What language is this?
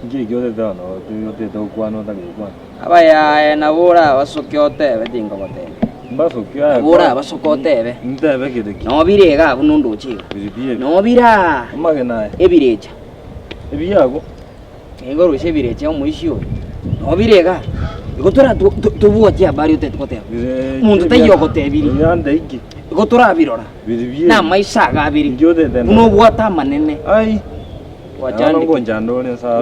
Gusii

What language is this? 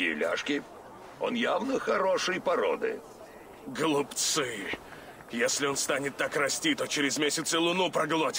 Russian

